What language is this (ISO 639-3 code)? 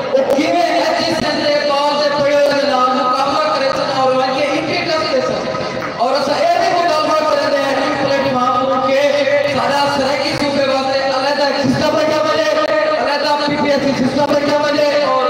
skr